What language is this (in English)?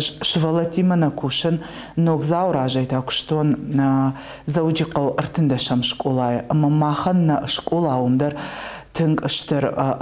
Ossetic